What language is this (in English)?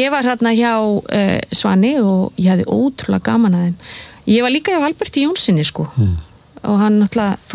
Icelandic